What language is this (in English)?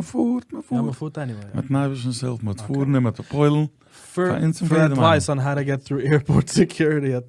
Yiddish